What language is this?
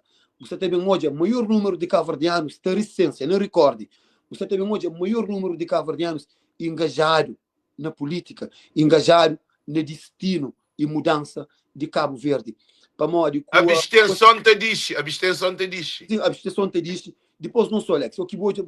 Kabuverdianu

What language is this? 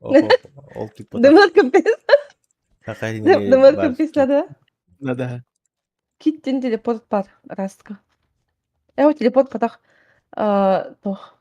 Yakut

